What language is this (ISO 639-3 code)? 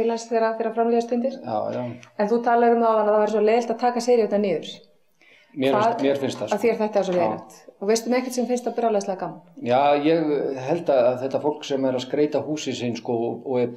isl